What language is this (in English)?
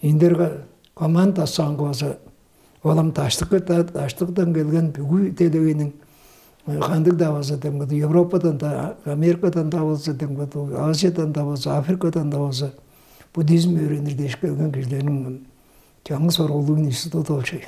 Tuvinian